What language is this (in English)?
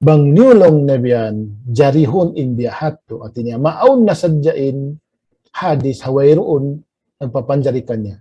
Tausug